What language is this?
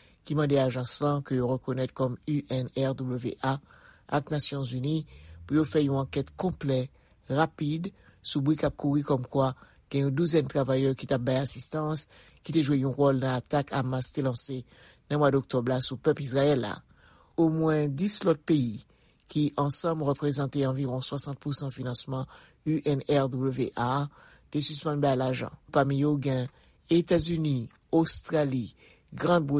Haitian Creole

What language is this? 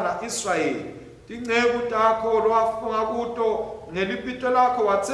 Swati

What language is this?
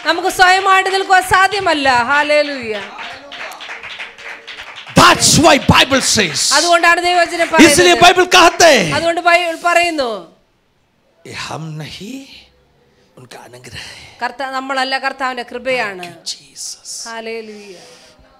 Malayalam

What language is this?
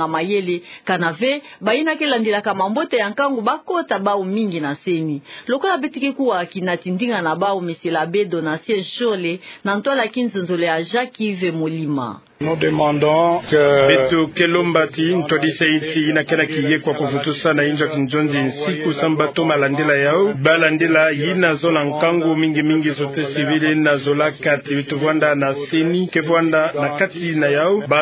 Kituba (Democratic Republic of Congo)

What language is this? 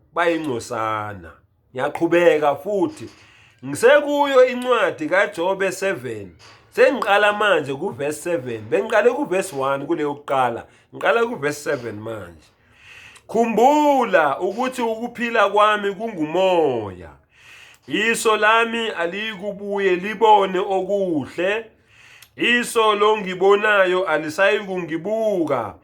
Zulu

